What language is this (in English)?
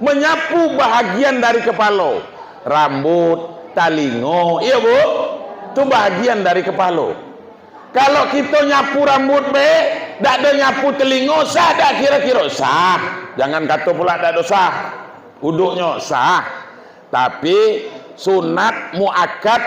Minangkabau